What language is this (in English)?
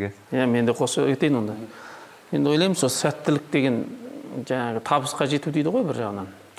Kazakh